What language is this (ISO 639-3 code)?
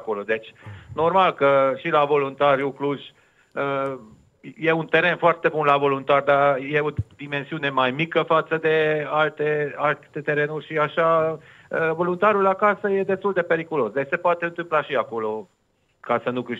ron